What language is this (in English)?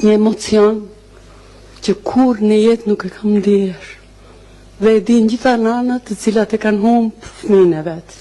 Albanian